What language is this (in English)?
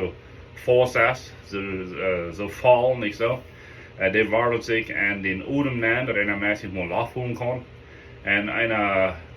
Plautdietsch